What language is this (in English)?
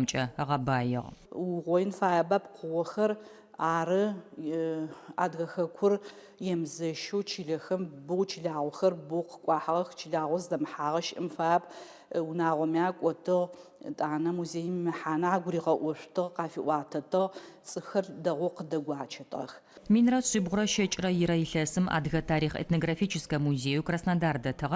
Adyghe